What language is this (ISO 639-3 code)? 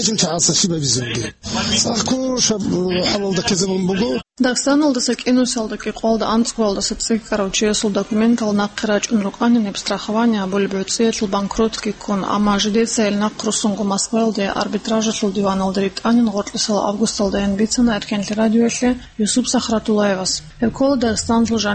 ava